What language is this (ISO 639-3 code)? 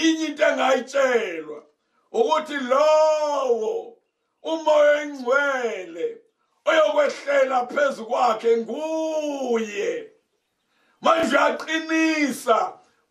zul